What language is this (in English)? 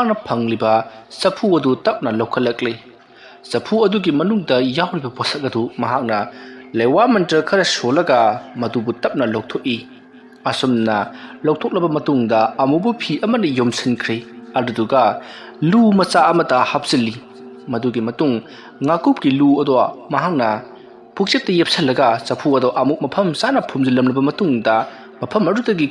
Manipuri